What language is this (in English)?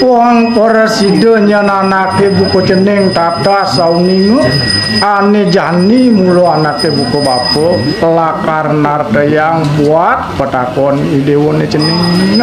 Balinese